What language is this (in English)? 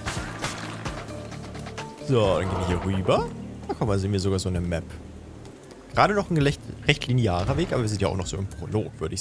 German